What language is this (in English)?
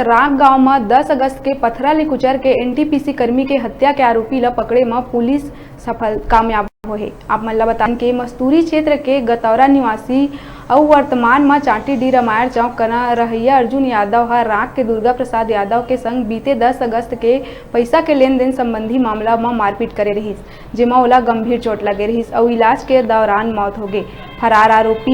Chhattisgarhi